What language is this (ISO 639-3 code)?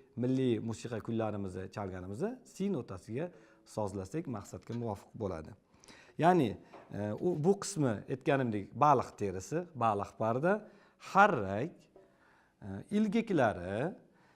uzb